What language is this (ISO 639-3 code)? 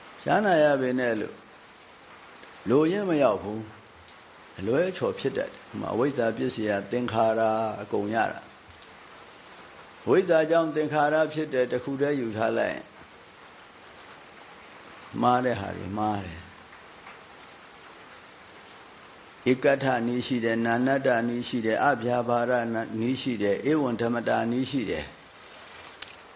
mya